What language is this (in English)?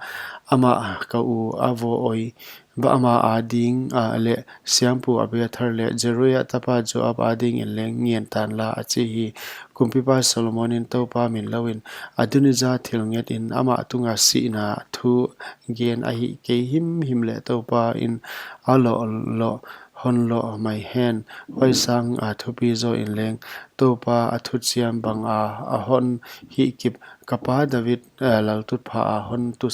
Paite Chin